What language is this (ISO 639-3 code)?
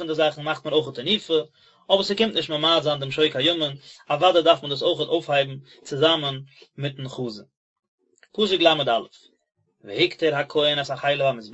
yid